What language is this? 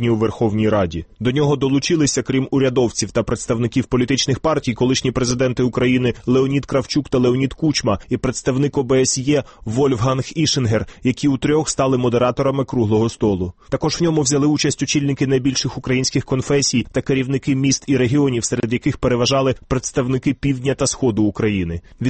Ukrainian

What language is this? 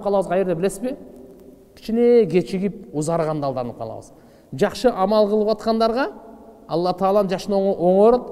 Kyrgyz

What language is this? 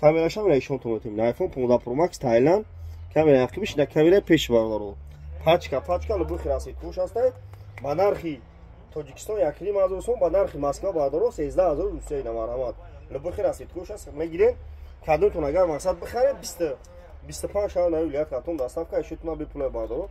Tajik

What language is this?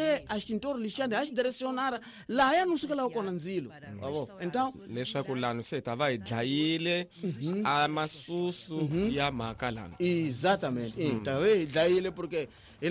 Tsonga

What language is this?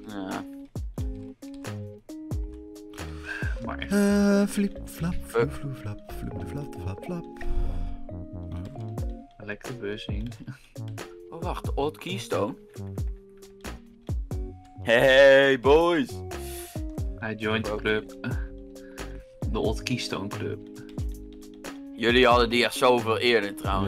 Dutch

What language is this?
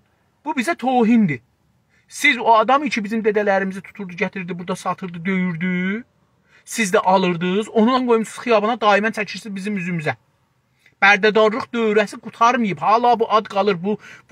South Azerbaijani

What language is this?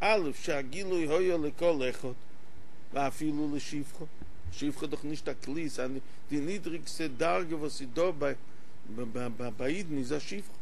Yiddish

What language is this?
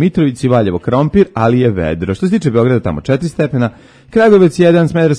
Serbian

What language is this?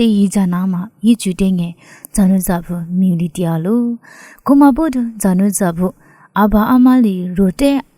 Lisu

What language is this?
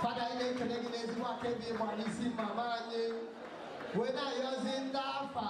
Igbo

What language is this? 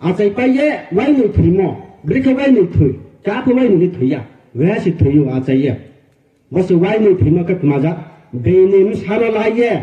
Riang (India)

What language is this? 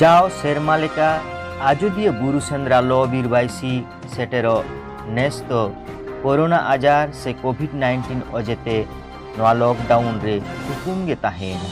Santali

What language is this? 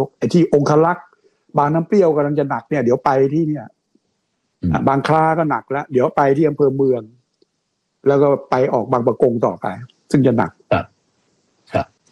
Thai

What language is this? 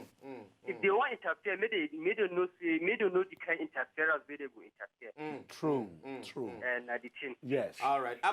Nigerian Pidgin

